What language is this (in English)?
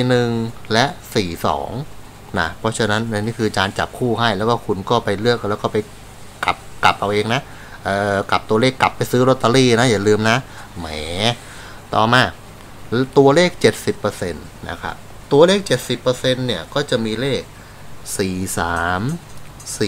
Thai